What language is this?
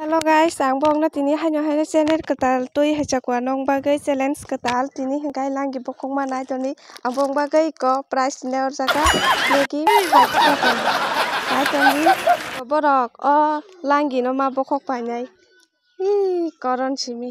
Kok Borok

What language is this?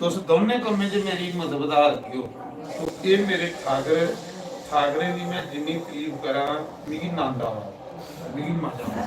Dogri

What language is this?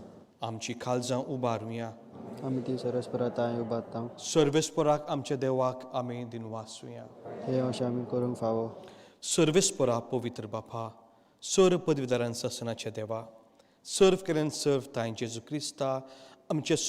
Konkani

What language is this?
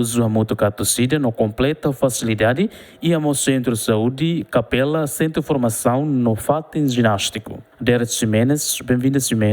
Tetum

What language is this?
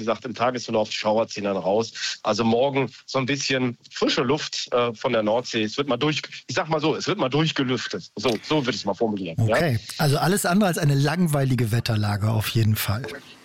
German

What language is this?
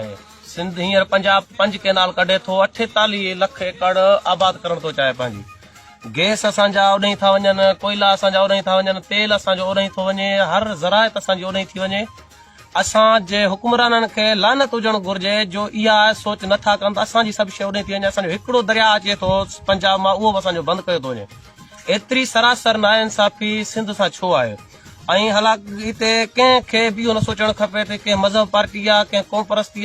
Sindhi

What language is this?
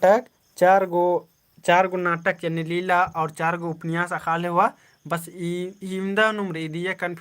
Kurukh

